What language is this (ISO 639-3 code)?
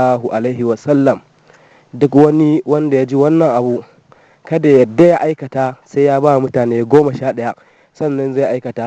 hau